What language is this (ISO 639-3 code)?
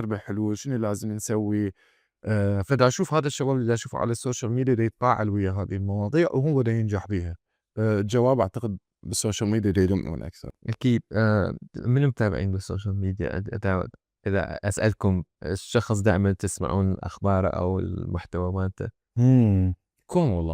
acm